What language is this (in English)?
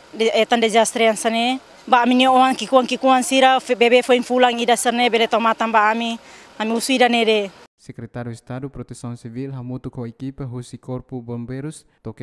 Tetum